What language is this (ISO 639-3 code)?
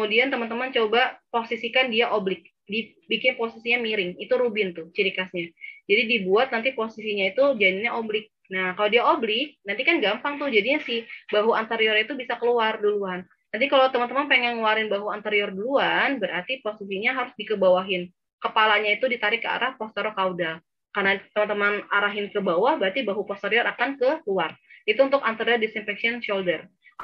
ind